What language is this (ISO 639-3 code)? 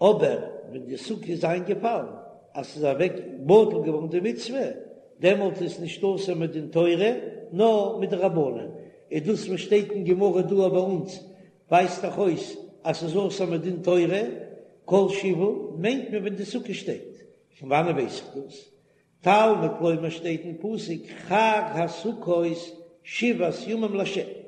yid